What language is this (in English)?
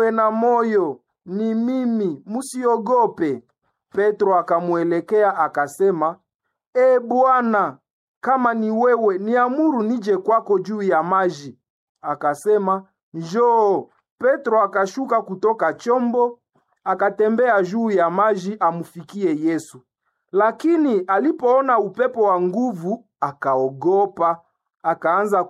Swahili